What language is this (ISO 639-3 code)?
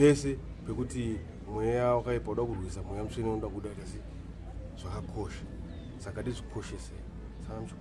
sna